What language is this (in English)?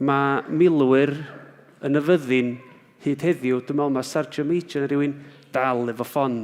Welsh